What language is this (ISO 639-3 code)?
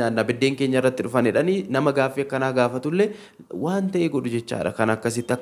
orm